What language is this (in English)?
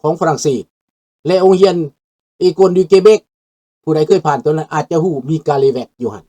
Lao